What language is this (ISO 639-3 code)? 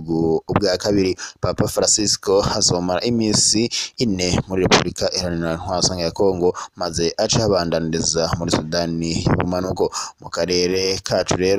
run